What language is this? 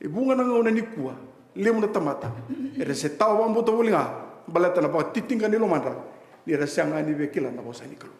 Fijian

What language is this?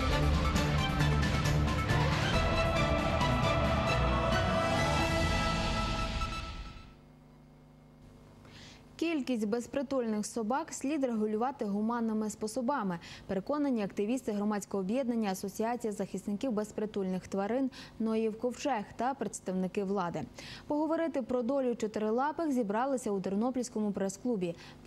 Ukrainian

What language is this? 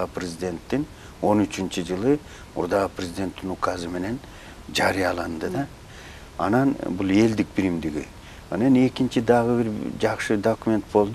Kyrgyz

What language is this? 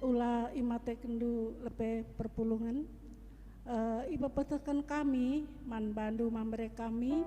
Batak Karo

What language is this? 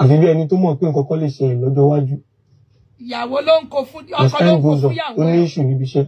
Yoruba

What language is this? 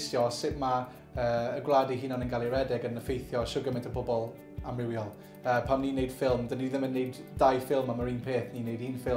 Welsh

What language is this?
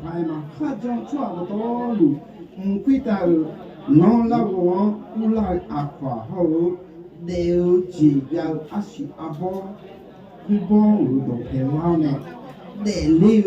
Akha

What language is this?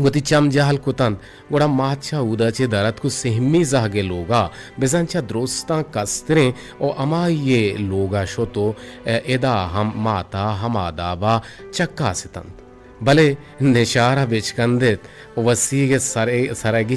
Eastern Balochi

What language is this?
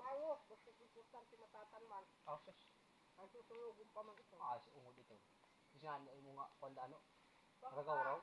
Waray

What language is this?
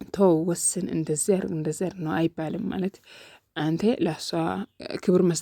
Amharic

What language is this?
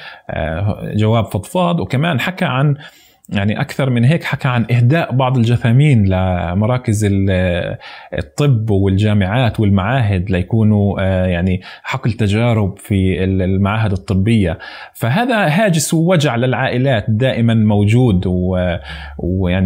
North Levantine Arabic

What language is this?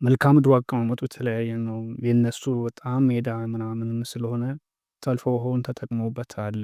Amharic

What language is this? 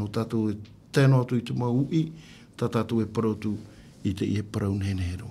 Tahitian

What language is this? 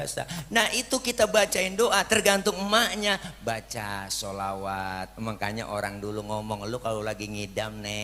Betawi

